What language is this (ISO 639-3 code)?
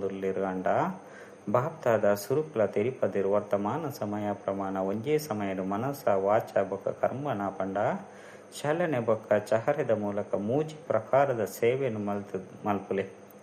tcy